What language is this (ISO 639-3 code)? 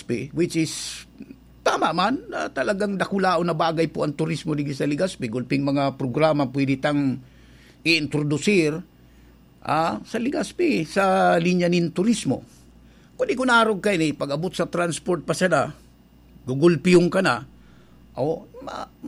bik